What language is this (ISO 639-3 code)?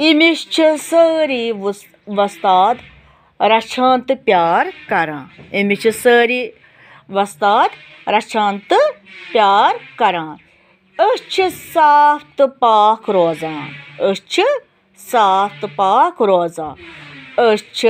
kas